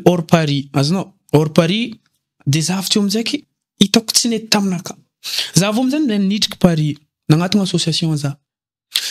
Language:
Malagasy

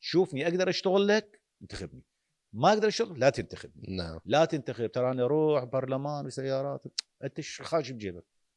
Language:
Mesopotamian Arabic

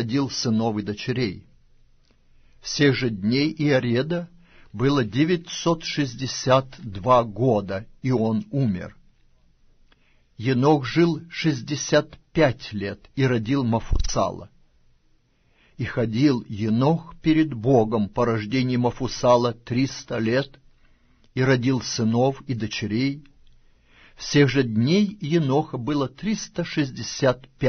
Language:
Russian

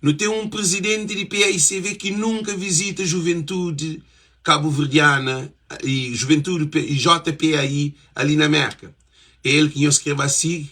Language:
Kabuverdianu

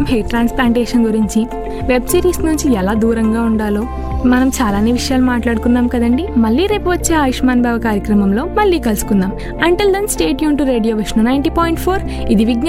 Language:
Telugu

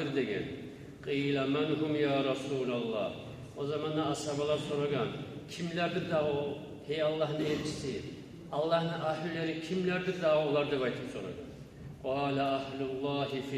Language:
Kumyk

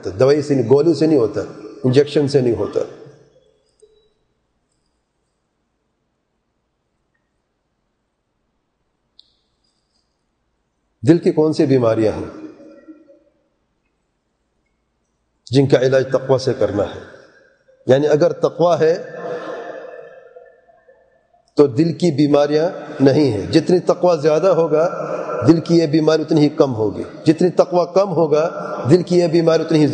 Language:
Urdu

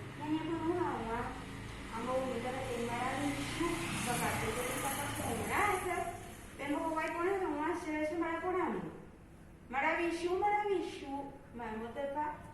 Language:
Guarani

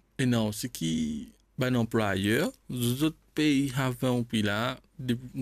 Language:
Morisyen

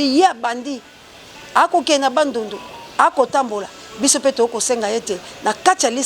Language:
Lingala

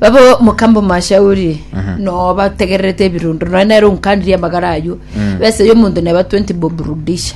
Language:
Gusii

